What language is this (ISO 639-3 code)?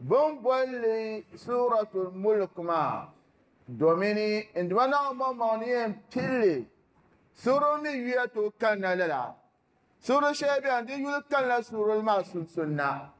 dag